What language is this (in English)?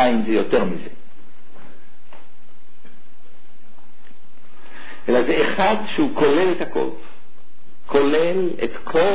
Hebrew